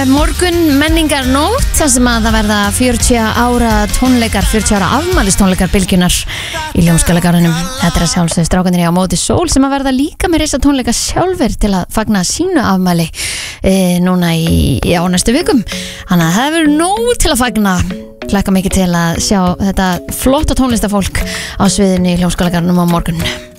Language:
Icelandic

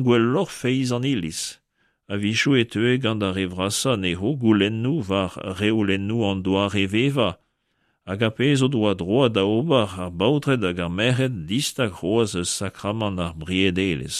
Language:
Breton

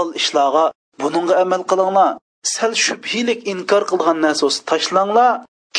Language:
Uyghur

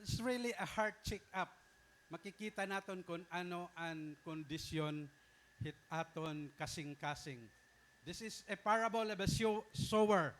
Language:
Waray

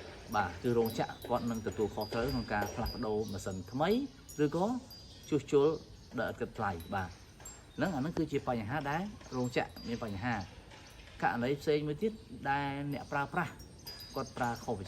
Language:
Khmer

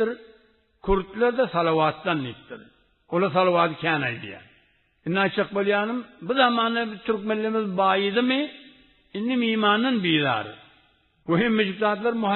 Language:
Turkmen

